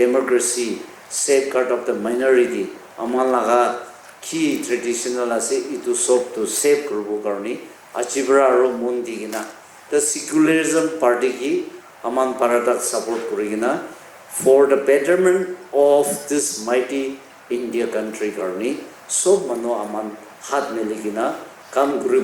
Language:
Naga Pidgin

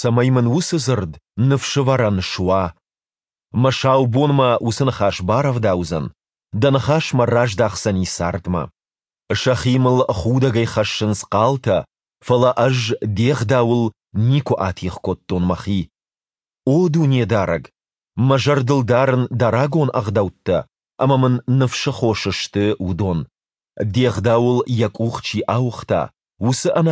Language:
Ossetic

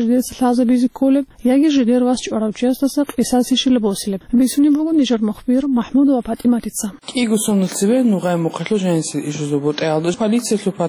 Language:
Avaric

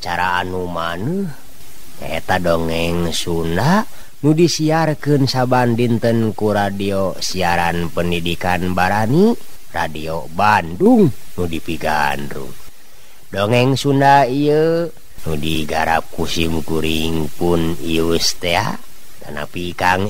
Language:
Sundanese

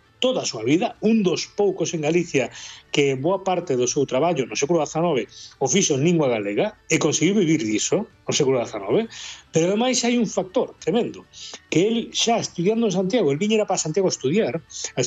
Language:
Galician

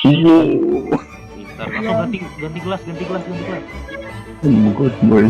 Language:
Banjar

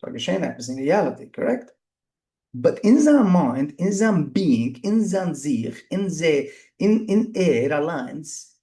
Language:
Yiddish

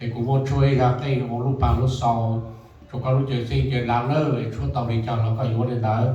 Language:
Hmong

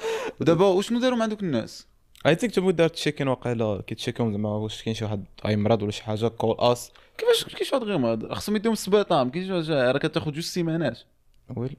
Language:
Moroccan Arabic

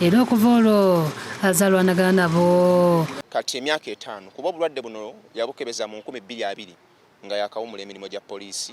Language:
Ganda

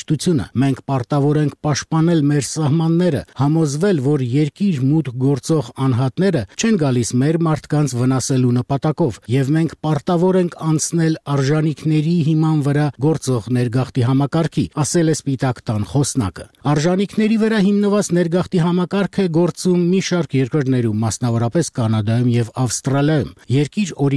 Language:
Armenian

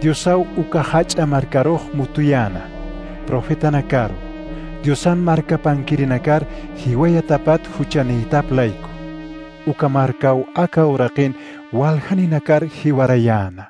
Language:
Aymara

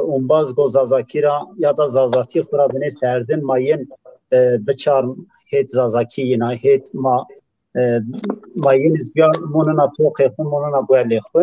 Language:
Zaza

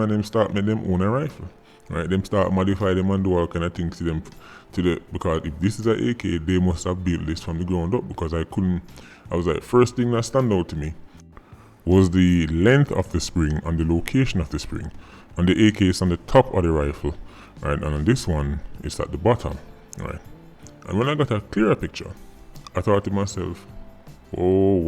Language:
Jamaican Creole English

